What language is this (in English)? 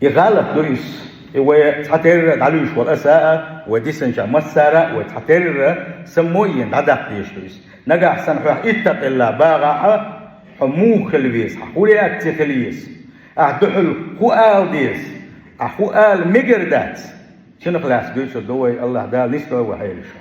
Chechen